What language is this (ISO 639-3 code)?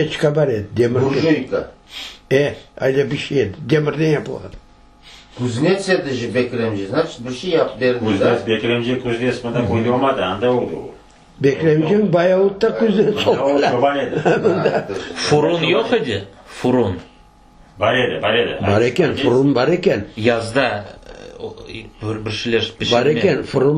crh